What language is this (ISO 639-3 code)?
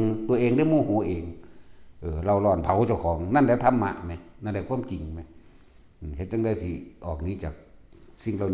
tts